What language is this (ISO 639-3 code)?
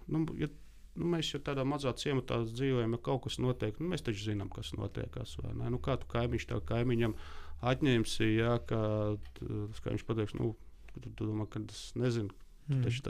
lav